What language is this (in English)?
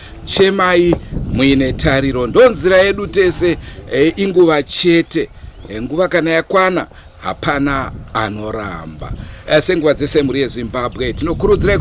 Shona